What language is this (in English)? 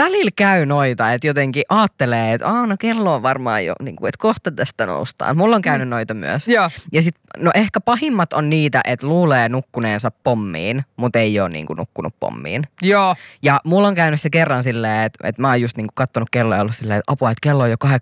Finnish